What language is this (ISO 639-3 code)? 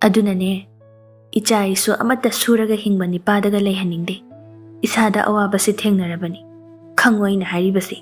mni